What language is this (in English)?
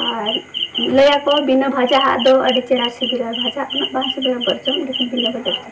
Santali